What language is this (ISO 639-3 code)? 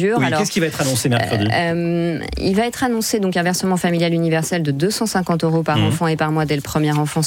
fra